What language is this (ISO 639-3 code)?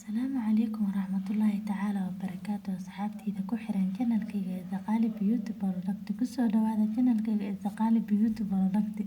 som